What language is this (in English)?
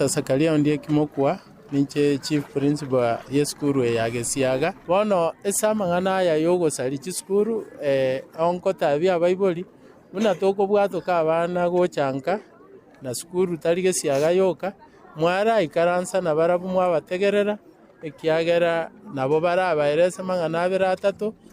Gusii